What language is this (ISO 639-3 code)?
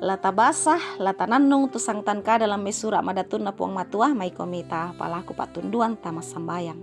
sda